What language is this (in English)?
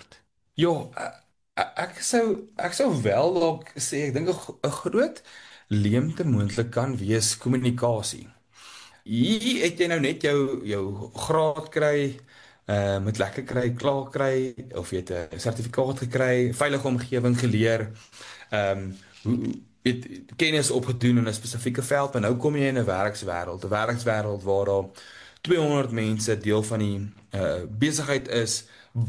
Afrikaans